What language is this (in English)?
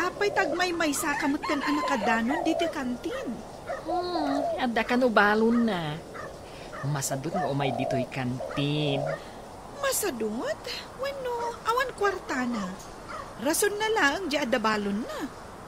Iloko